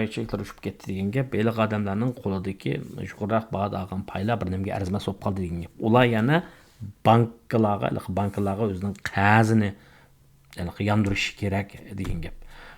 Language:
Uyghur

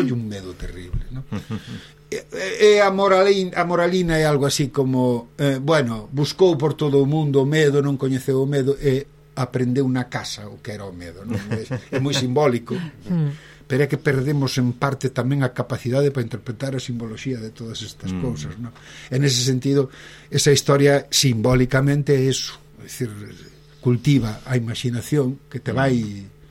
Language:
Galician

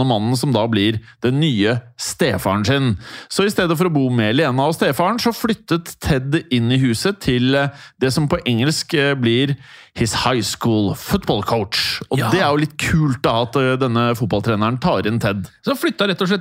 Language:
Norwegian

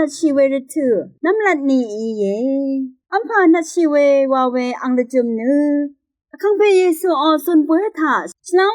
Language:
Rawang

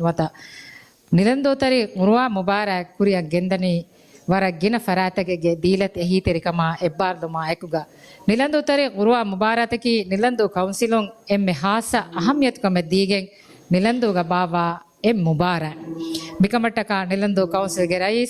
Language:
Divehi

